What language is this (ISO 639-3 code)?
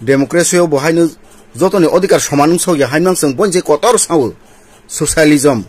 trp